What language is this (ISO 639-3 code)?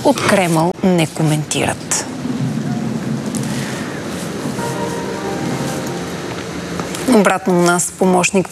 bul